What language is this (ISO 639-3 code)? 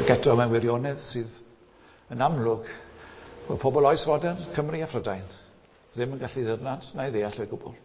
cym